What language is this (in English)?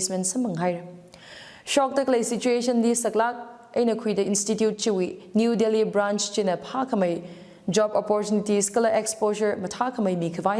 Tangkhul Naga (India)